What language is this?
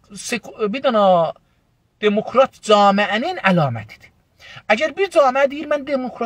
South Azerbaijani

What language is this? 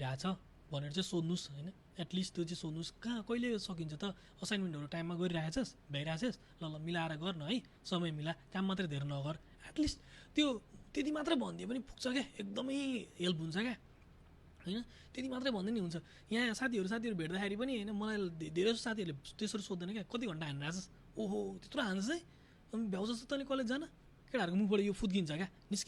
Nepali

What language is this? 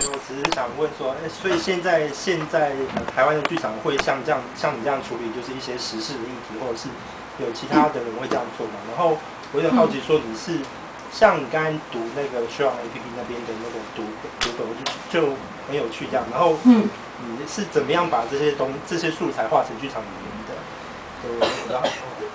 Chinese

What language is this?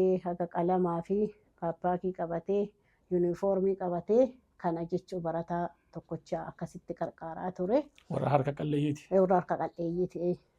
Oromo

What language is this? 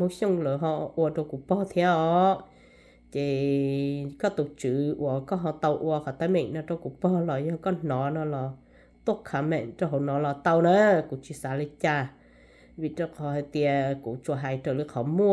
Hmong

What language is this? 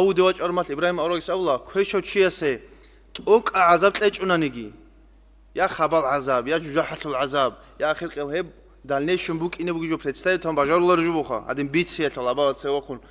Avaric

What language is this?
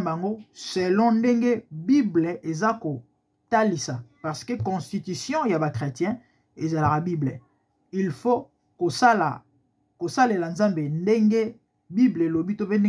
Lingala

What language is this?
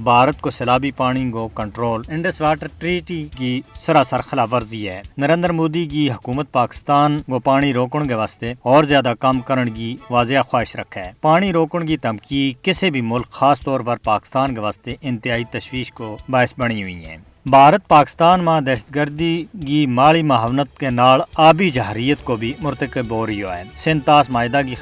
Gujari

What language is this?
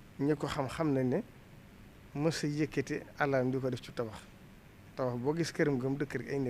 Wolof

